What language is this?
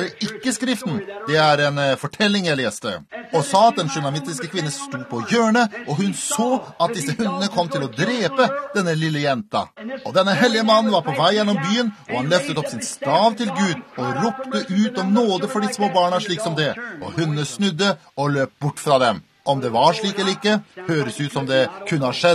Norwegian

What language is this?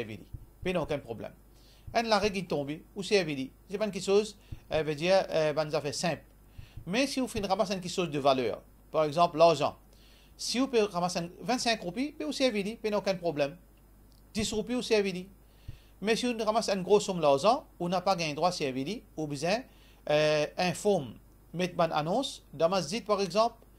Morisyen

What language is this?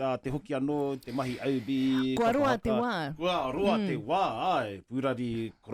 Māori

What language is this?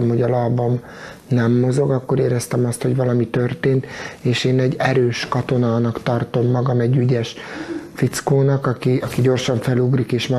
Hungarian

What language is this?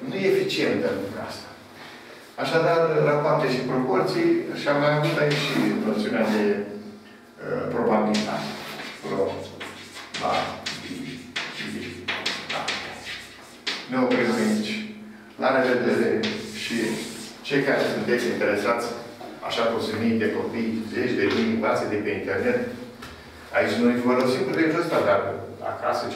Romanian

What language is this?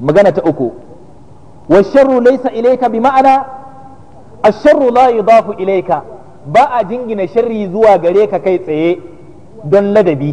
Hausa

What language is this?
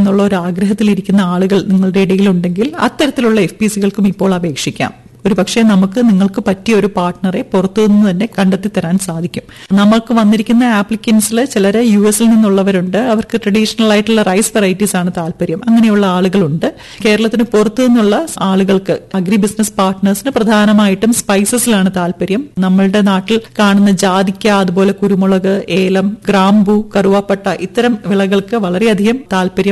Malayalam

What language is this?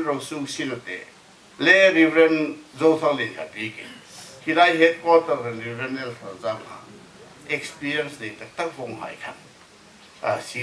Hmar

